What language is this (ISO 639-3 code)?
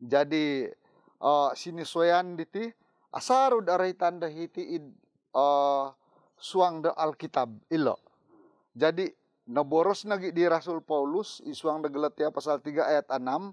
dtp